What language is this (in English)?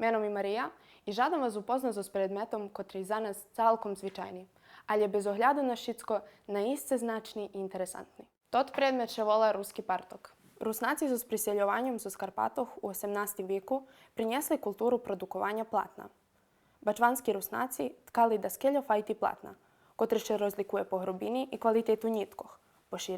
Rusyn